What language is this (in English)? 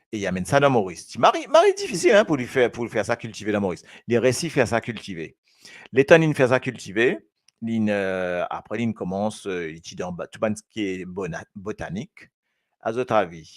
Morisyen